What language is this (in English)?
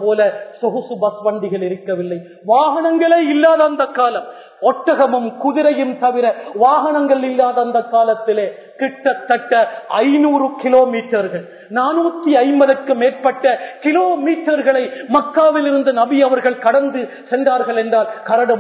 Tamil